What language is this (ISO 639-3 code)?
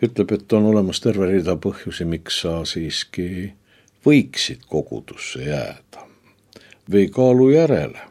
est